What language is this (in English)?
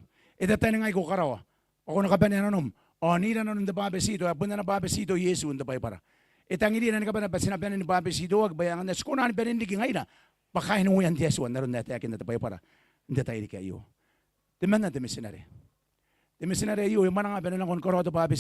Gilbertese